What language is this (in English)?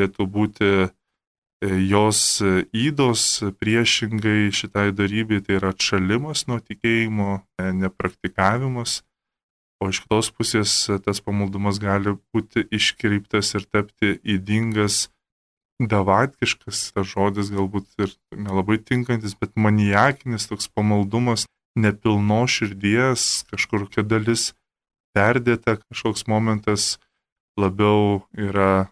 Lithuanian